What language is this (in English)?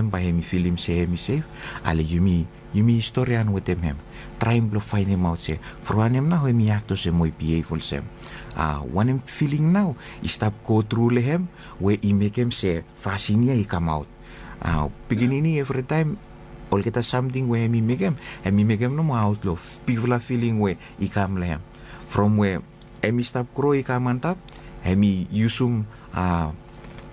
Bislama